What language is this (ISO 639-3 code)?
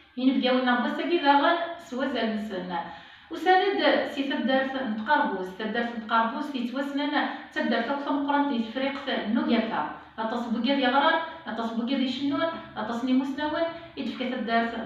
kab